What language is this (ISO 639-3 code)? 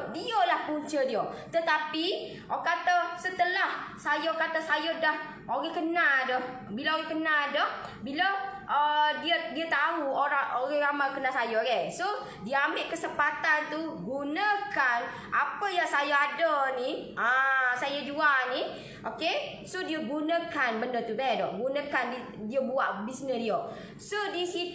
msa